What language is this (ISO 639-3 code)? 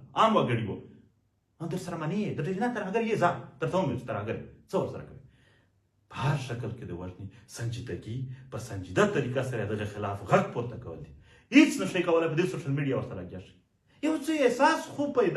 pus